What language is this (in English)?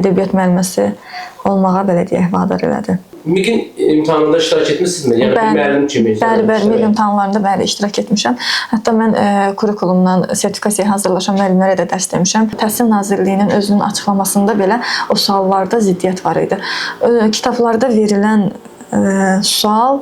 Azerbaijani